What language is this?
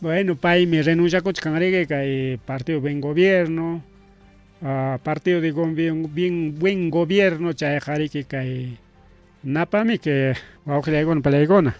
Ayacucho Quechua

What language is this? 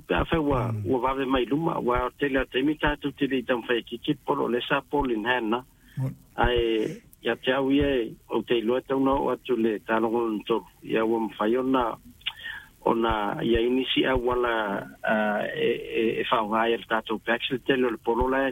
Samoan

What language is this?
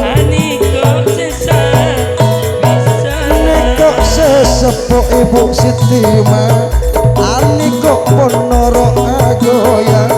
Madurese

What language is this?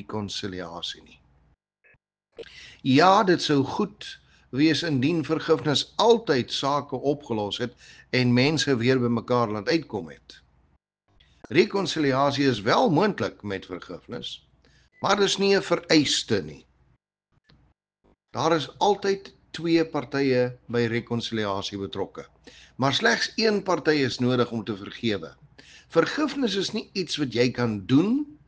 Afrikaans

